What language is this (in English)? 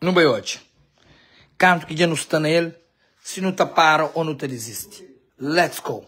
Kabuverdianu